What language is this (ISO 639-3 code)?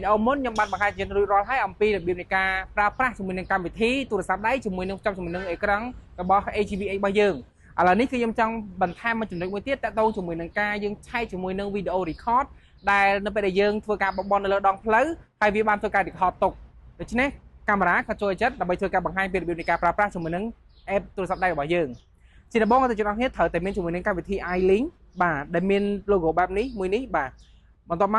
khm